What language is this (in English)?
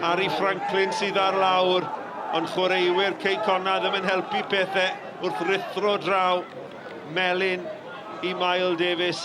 Welsh